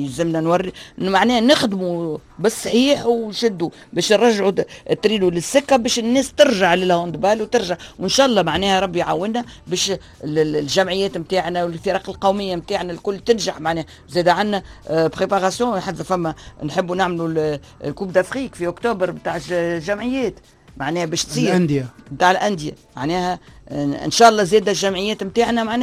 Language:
Tunisian Arabic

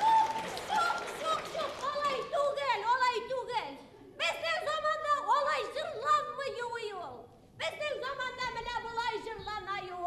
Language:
Bashkir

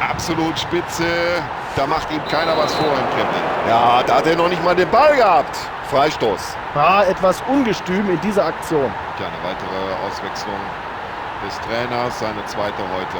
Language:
Bavarian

